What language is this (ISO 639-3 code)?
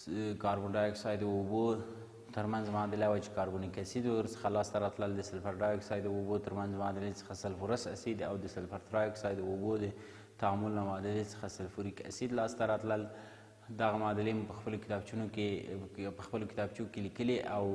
pus